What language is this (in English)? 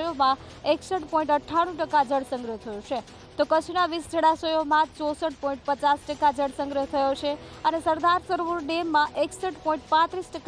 Gujarati